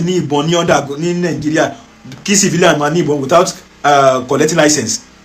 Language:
Yoruba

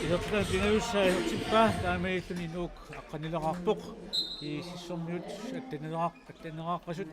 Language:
Kalaallisut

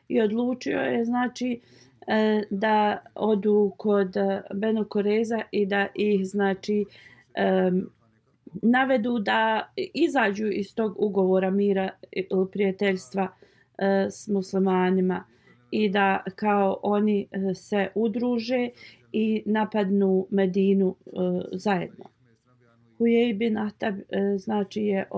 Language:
Bosnian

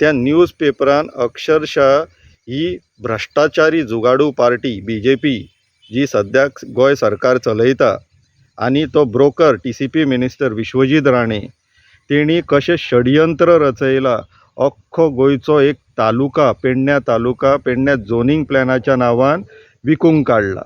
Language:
Konkani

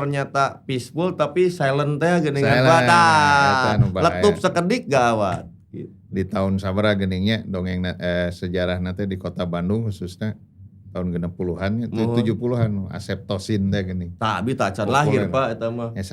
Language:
Sundanese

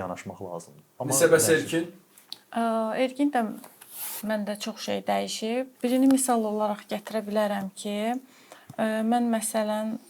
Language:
Azerbaijani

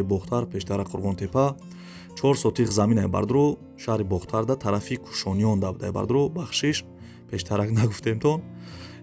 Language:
Tajik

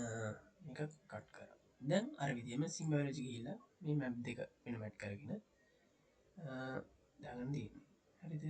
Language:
Sinhala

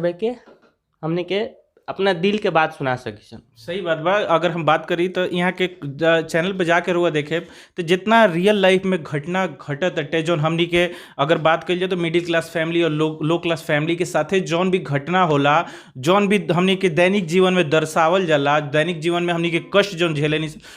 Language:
Bhojpuri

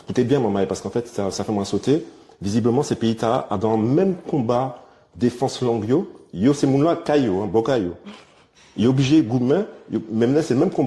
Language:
Guadeloupean Creole French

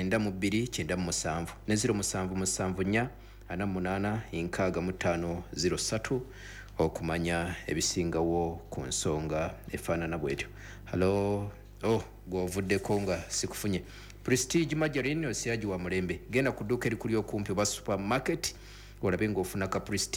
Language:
Ganda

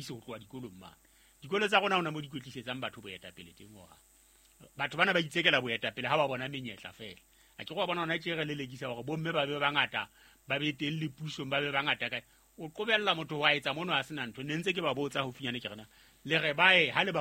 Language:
Southern Sotho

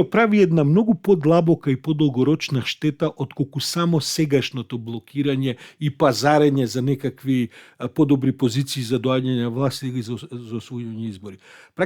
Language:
Macedonian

